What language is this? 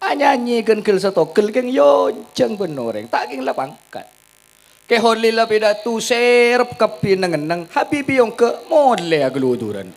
Madurese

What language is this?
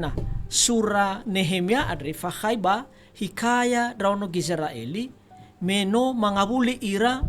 Nias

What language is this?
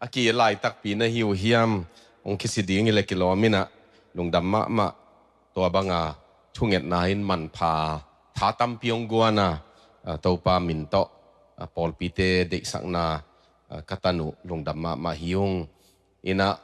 Tedim Chin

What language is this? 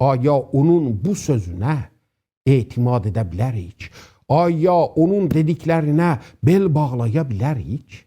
South Azerbaijani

